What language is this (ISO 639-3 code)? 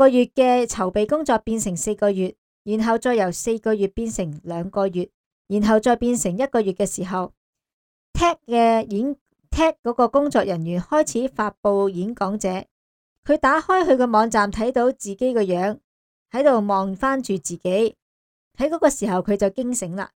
yue